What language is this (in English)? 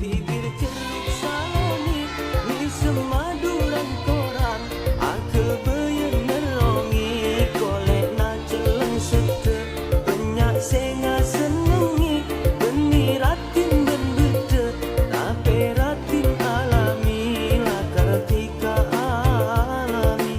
Madurese